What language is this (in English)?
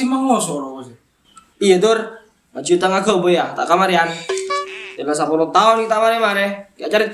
Madurese